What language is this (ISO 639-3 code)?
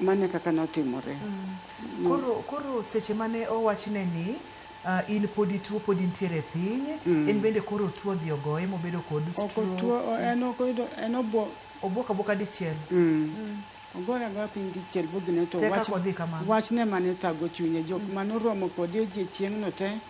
luo